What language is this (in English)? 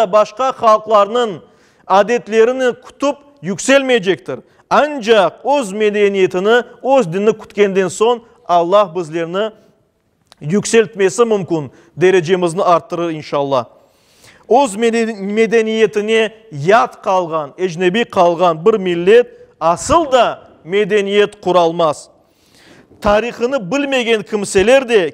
Crimean Tatar